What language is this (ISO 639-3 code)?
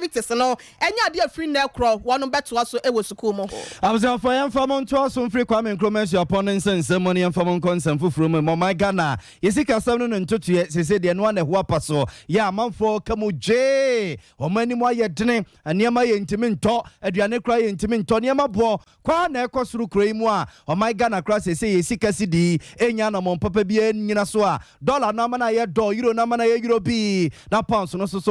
aka